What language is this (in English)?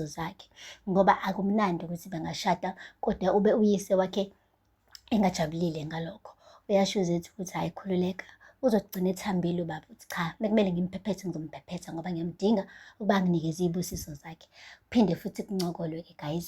Zulu